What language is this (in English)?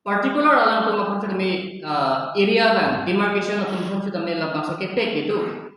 Karbi